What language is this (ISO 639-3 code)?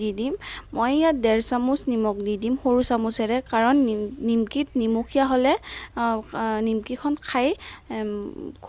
asm